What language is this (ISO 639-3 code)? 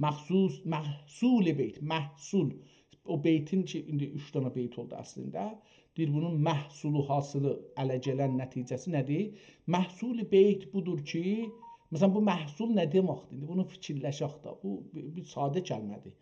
azb